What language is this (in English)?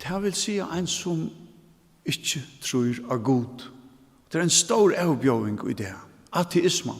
Faroese